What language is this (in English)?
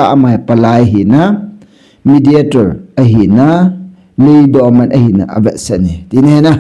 Thado Chin